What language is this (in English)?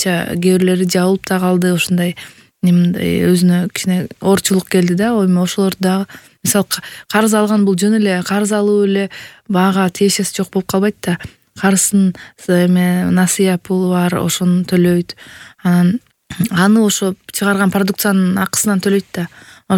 Kyrgyz